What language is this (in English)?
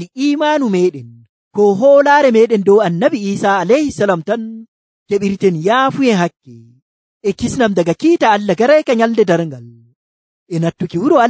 Nigerian Fulfulde